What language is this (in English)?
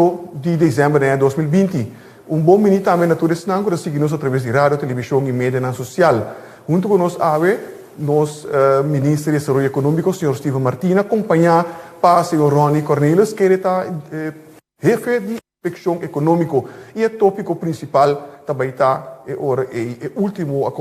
Papiamento